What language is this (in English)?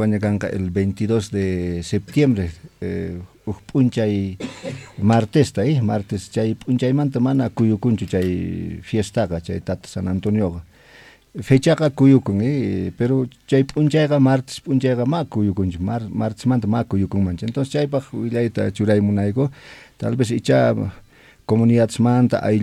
Quechua